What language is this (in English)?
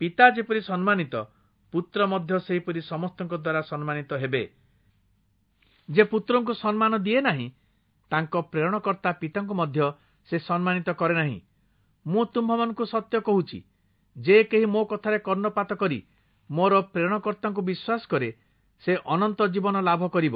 Odia